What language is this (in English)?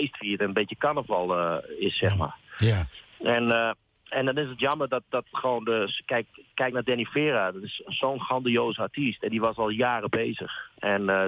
Dutch